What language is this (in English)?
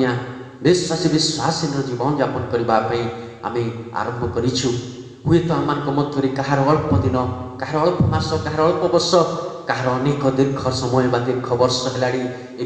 Odia